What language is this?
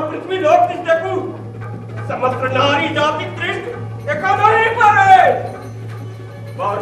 Maithili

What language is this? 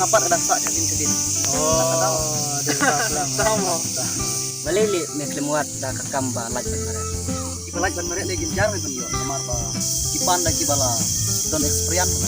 Khasi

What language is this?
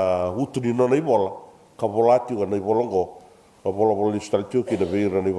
Fijian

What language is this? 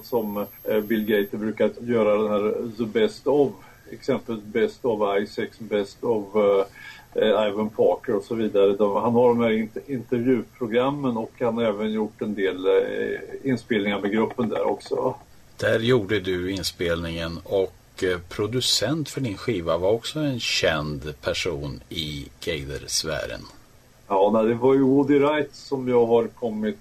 Swedish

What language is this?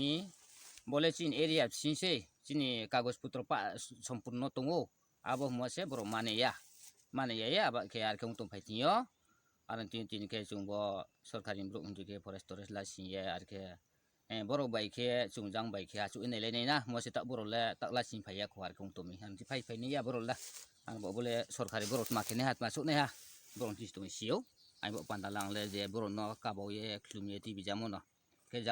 Riang (India)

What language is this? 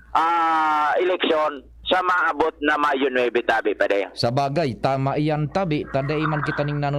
Bikol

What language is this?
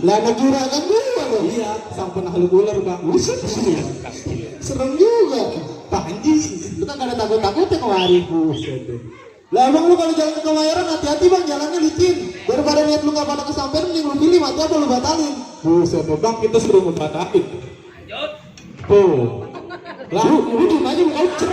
Betawi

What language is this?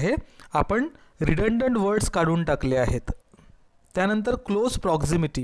Marathi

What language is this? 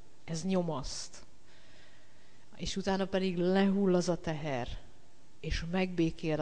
Hungarian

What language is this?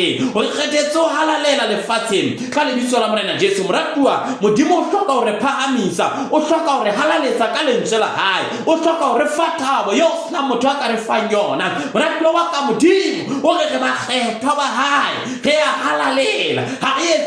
Southern Sotho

